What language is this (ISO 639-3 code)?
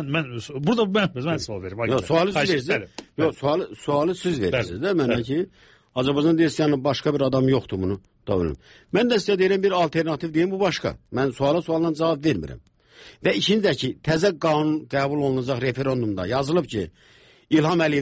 aze